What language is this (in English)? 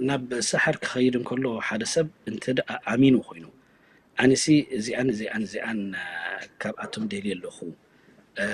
Tigrinya